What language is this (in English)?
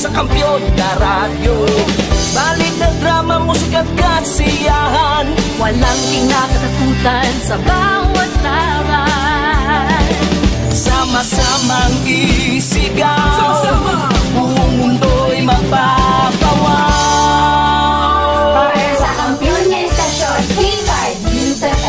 Hiligaynon